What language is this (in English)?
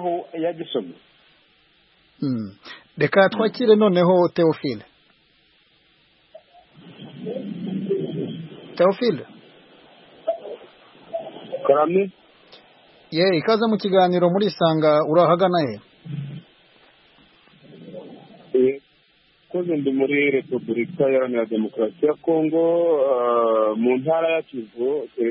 Kinyarwanda